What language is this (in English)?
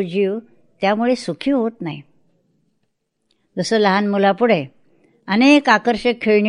Marathi